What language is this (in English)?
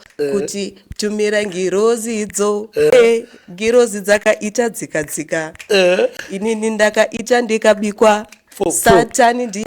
Shona